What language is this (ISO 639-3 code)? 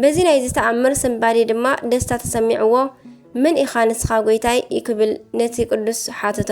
tir